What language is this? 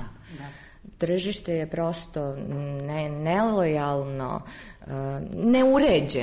Serbian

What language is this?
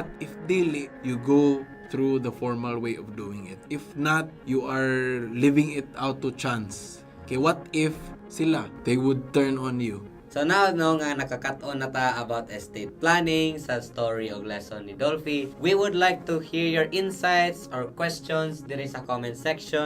Cebuano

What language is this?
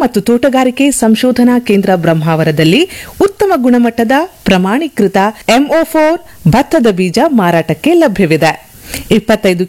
Kannada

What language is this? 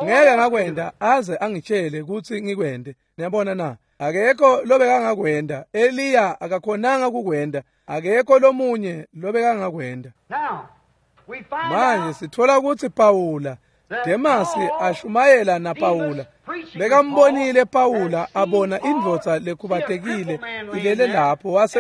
Swati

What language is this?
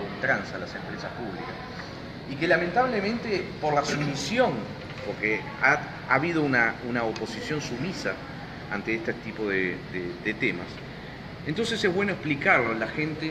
Spanish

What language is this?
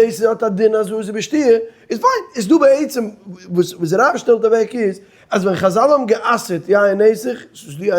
Yiddish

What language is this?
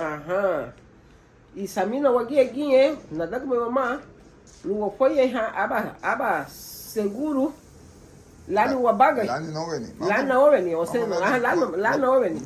Garifuna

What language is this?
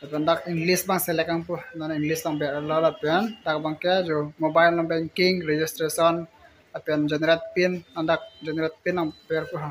Karbi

